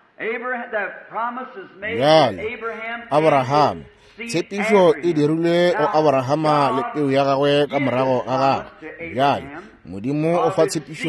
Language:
Northern Sotho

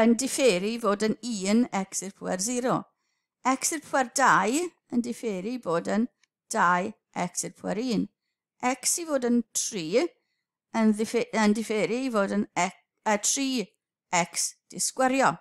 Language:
Welsh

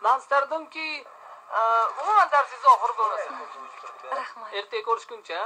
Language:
Uzbek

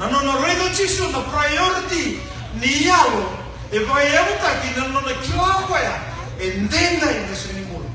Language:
Fijian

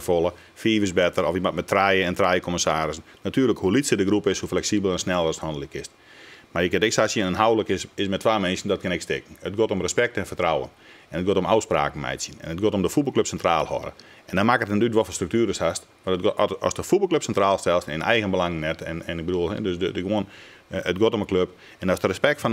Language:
Western Frisian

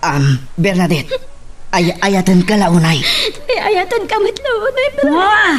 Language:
Iloko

